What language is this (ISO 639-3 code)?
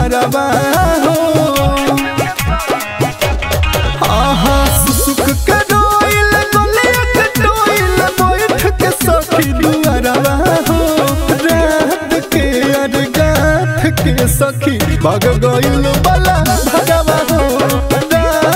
bho